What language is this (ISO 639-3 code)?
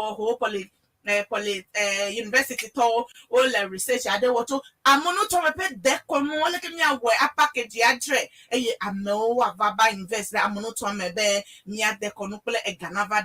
ewe